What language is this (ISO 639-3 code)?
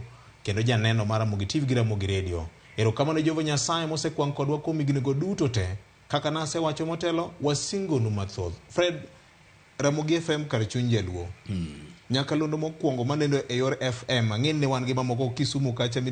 luo